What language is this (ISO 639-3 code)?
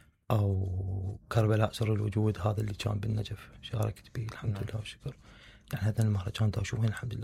acm